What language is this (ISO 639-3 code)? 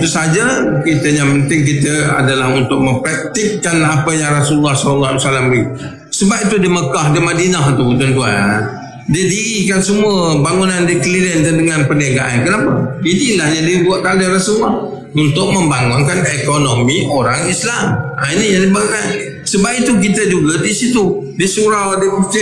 msa